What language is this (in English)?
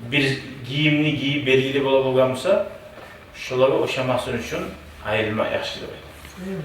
Kumyk